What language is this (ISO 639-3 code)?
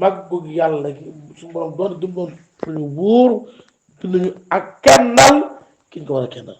wol